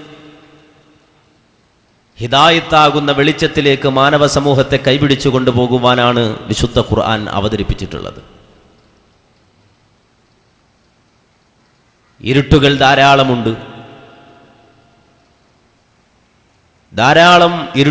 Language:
Malayalam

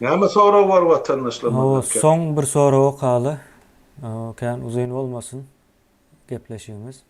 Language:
Turkmen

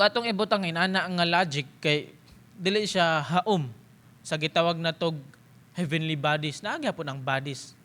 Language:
Cebuano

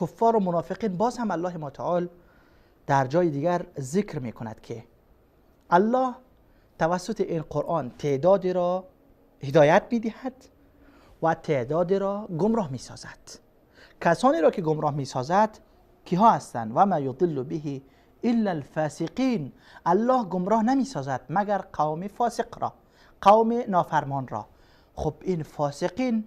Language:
Persian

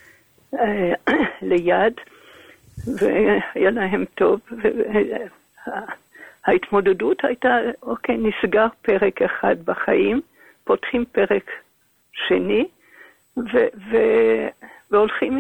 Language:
Hebrew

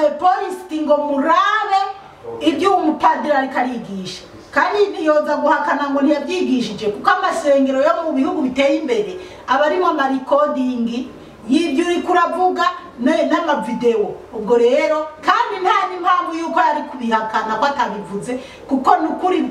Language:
Rundi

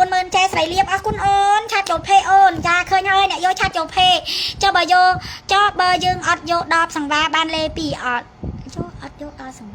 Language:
Khmer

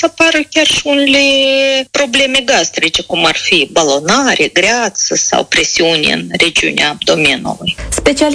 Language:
Romanian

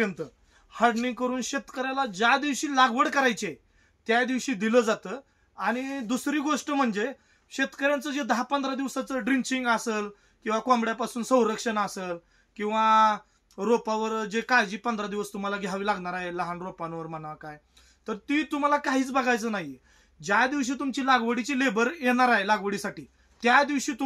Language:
Marathi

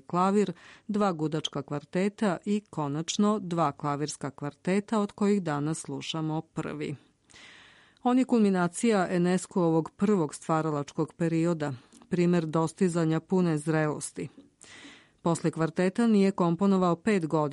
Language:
Serbian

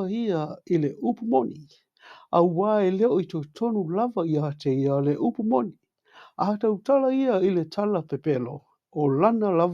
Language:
Samoan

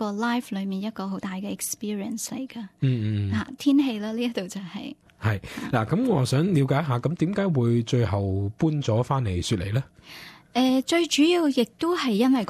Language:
Cantonese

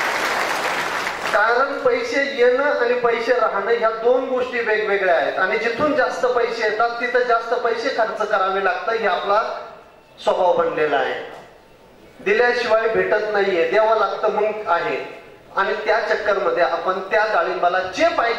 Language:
Marathi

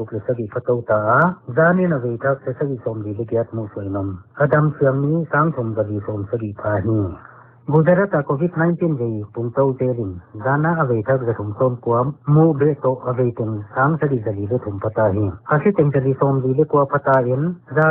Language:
Paite Chin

